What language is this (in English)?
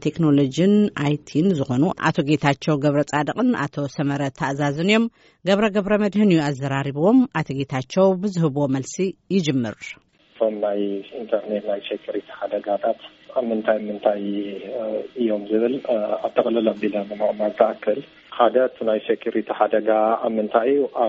Tigrinya